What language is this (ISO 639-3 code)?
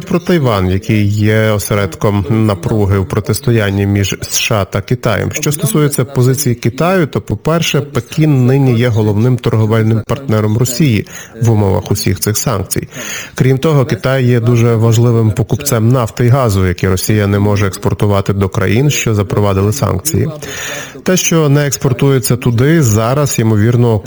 ukr